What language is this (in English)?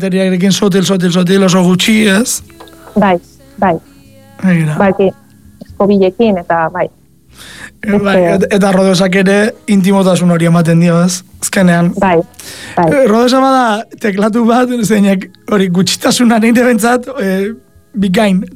Basque